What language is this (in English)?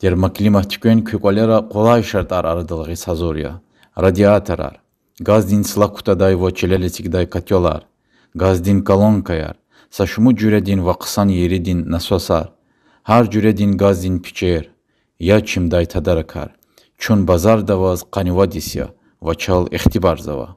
Lezghian